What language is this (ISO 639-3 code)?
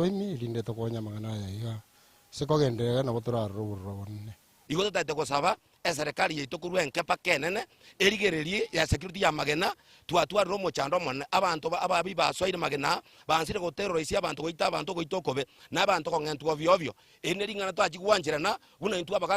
guz